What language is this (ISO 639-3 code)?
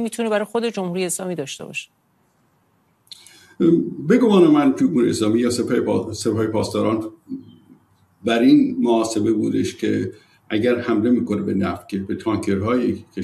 fas